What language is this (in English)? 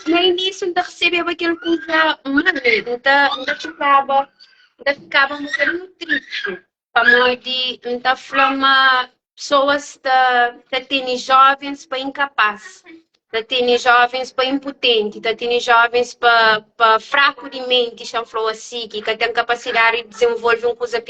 Kabuverdianu